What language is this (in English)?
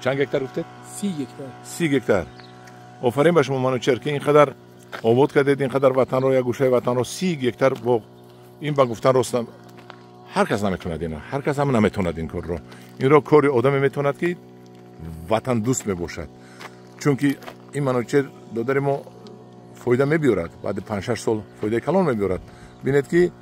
Tajik